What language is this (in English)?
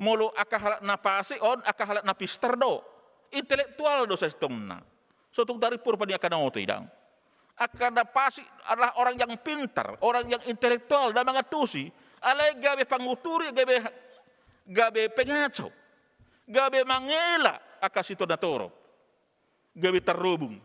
Batak Toba